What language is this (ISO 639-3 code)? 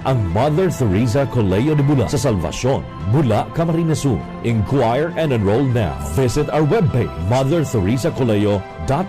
bik